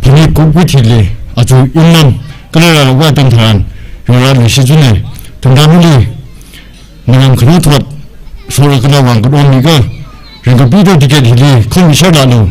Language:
Tangkhul Naga (India)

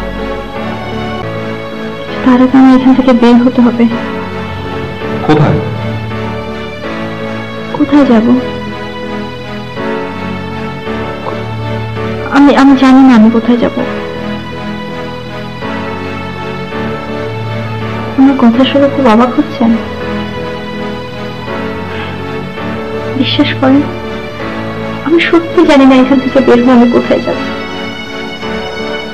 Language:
Bangla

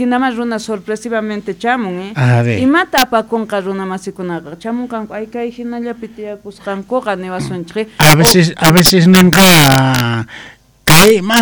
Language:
Quechua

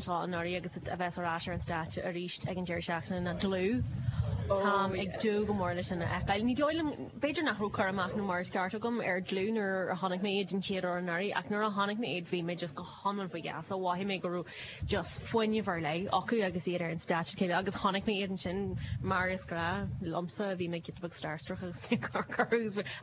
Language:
Irish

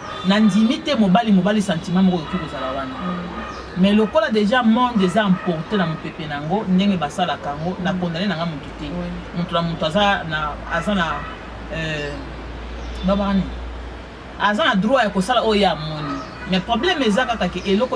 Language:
Lingala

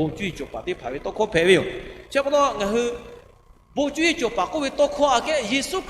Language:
Lahu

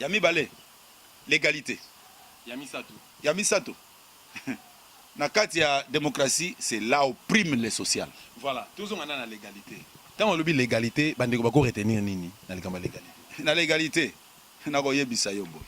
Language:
Lingala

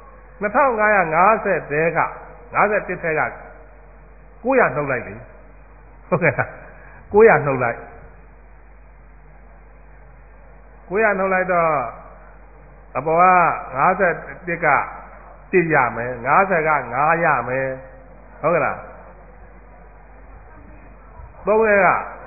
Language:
Burmese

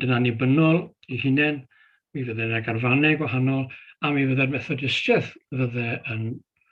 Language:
Welsh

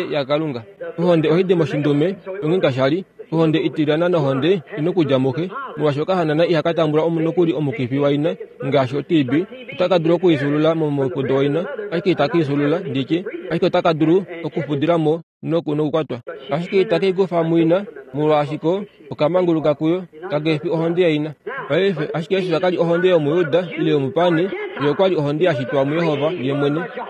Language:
Kuanyama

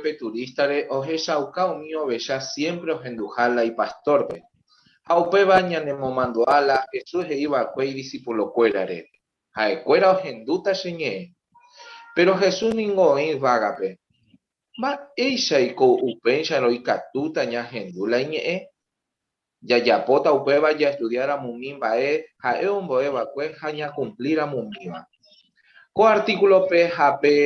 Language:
Guarani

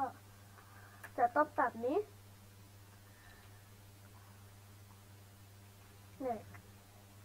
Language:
Thai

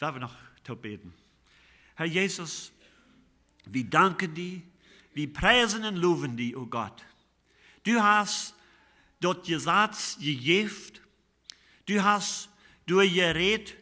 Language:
Plautdietsch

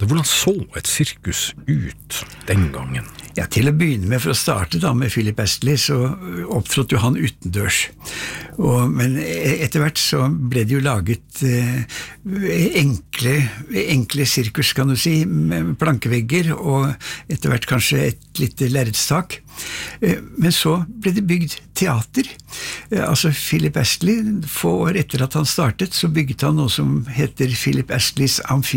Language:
Norwegian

